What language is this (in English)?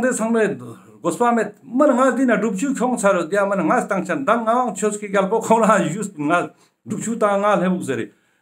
Ladakhi